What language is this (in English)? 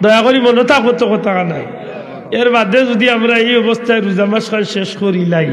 Sylheti